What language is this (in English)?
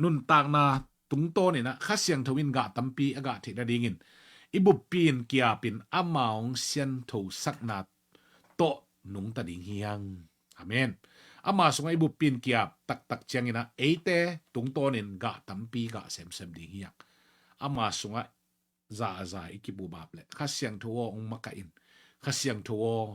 Tedim Chin